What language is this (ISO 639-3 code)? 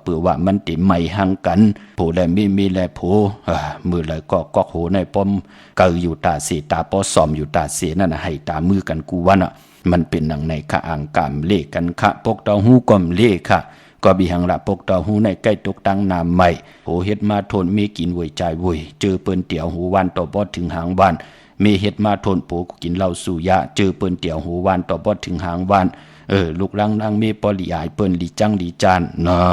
shn